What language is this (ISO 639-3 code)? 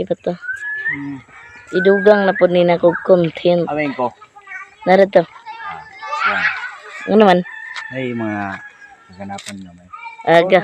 ceb